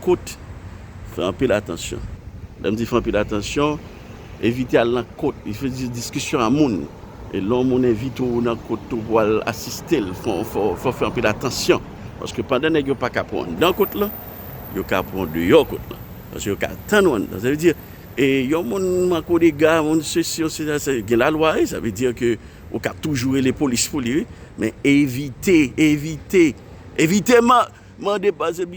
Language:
Haitian Creole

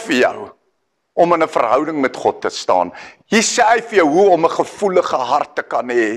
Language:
Afrikaans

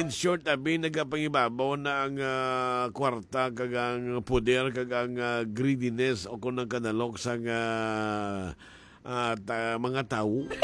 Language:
Hiligaynon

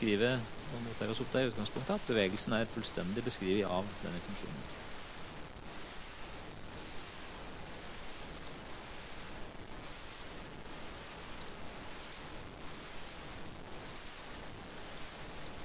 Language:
Norwegian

